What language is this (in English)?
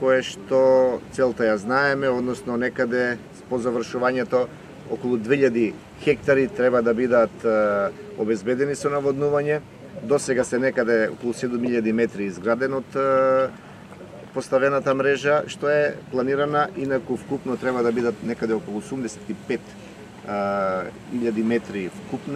Macedonian